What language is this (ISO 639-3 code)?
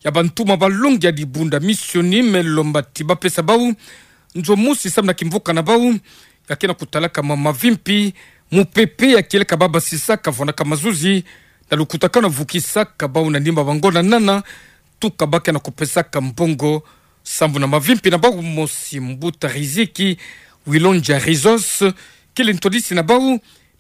ktu